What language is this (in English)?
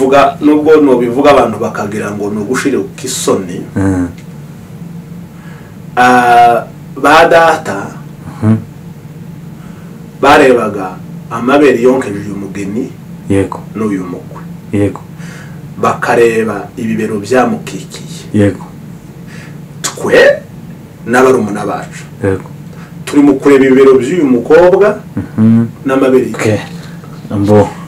Kinyarwanda